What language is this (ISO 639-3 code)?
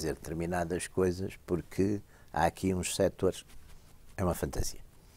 por